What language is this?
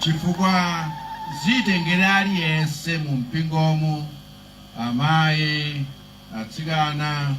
Nyanja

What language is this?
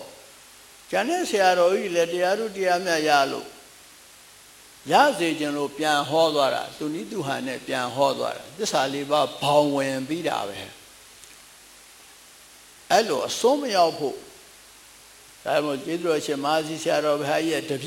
Burmese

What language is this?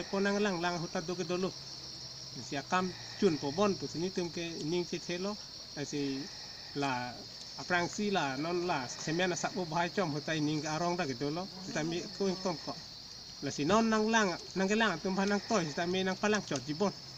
Karbi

